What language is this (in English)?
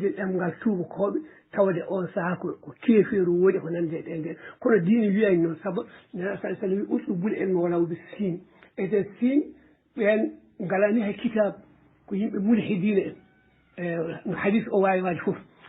Fula